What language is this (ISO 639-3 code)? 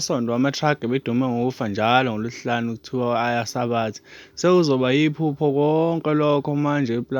zul